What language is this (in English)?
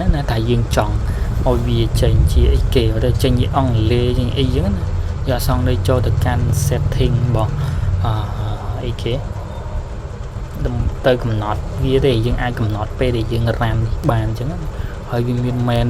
Khmer